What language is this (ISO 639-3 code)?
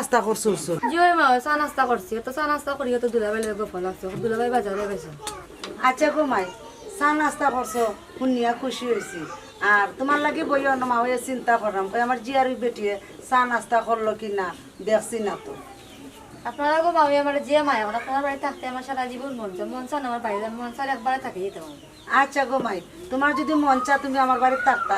syl